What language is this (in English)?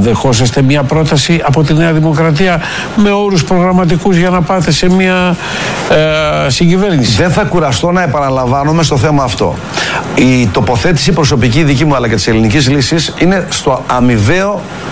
Greek